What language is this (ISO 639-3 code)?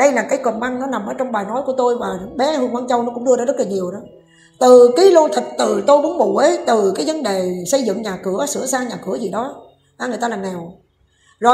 vie